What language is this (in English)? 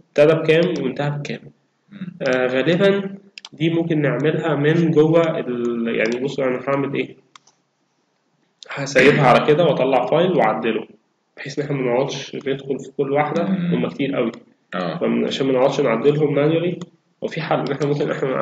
Egyptian Arabic